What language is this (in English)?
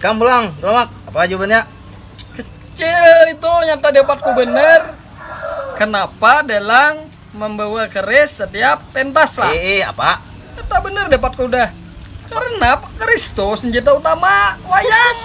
Banjar